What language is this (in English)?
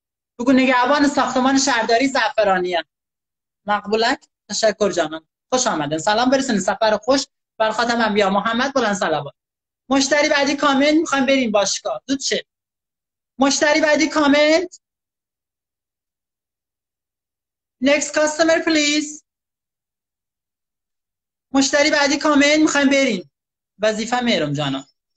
Persian